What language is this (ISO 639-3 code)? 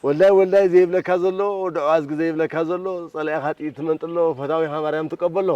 tir